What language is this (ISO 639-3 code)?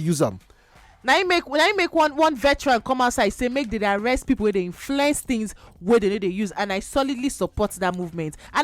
pcm